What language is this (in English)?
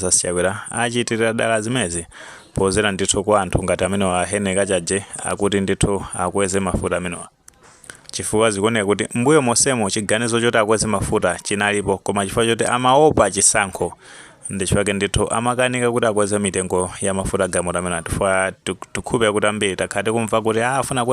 Nyanja